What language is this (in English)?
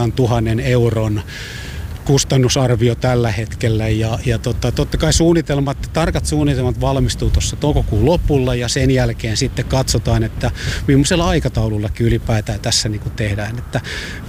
Finnish